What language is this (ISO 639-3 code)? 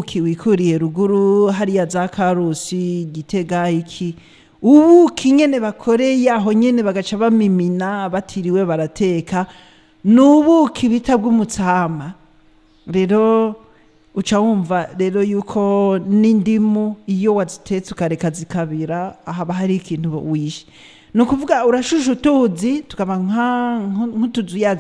run